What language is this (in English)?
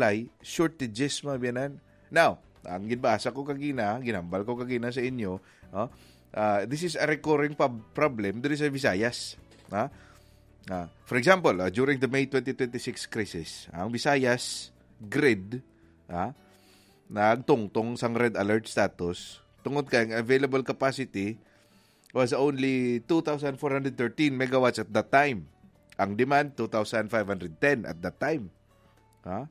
Hiligaynon